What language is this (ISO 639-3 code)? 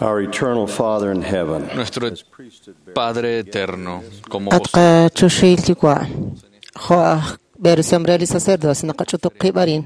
kek